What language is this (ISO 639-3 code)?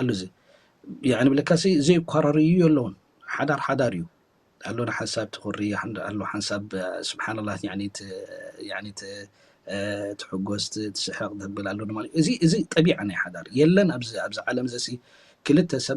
tir